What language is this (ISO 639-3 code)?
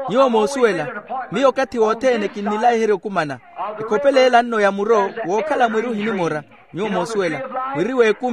vmw